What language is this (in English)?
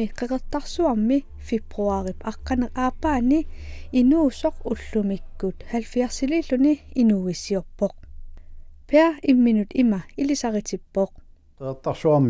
Kalaallisut